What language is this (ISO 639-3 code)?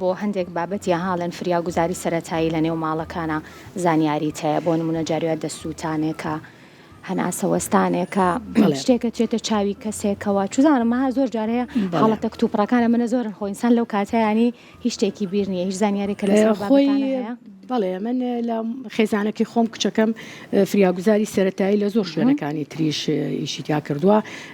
ckb